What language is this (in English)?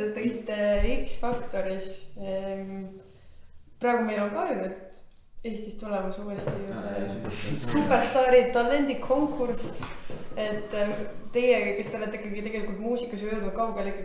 Estonian